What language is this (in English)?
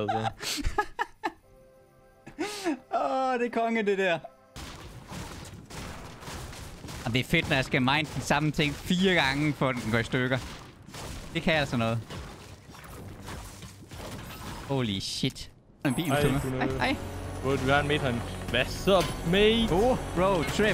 Danish